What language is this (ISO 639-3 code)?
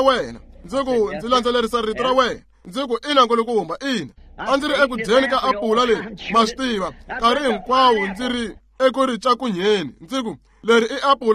tso